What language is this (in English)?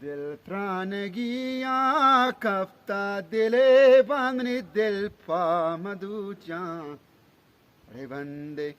Eastern Balochi